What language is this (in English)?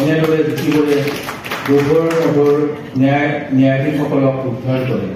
Assamese